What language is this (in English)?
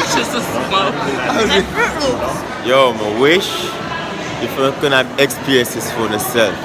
Jamaican Creole English